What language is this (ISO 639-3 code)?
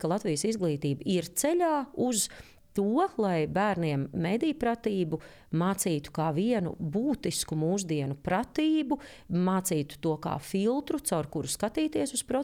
lav